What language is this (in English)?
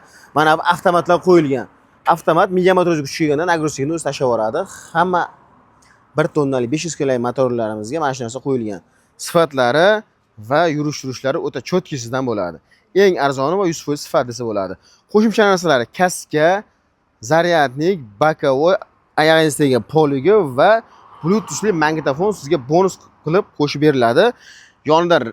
Uzbek